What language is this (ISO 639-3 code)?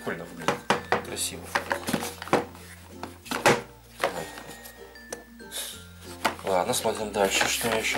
rus